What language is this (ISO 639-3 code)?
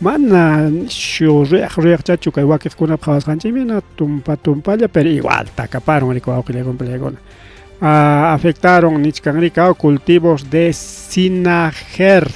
quy